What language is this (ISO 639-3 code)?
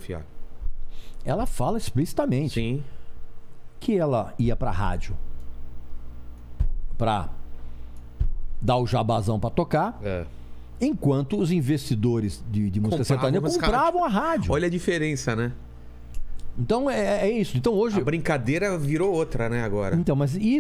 por